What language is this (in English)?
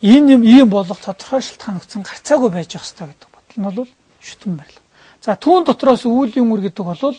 Mongolian